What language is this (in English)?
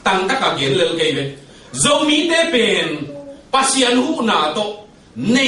Tedim Chin